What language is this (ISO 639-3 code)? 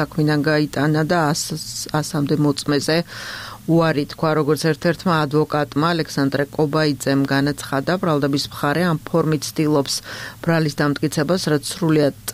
kat